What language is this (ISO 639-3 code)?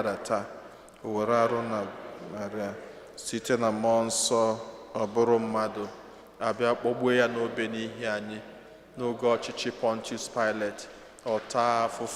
ibo